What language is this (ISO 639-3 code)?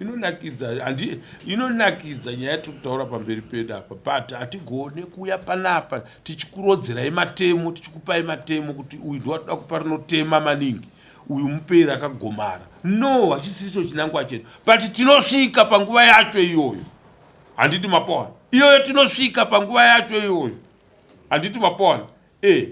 sna